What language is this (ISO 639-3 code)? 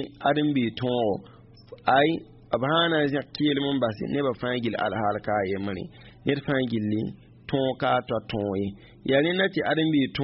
mos